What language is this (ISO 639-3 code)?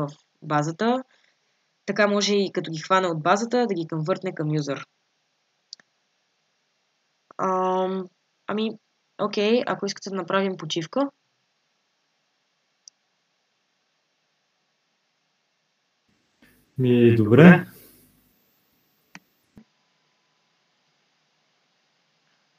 bul